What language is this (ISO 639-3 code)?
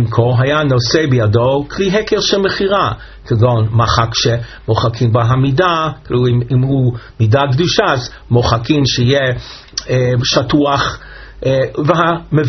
heb